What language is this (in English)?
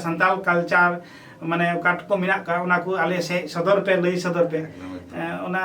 Santali